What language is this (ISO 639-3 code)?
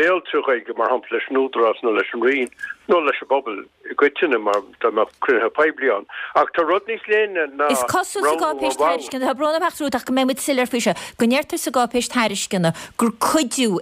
gle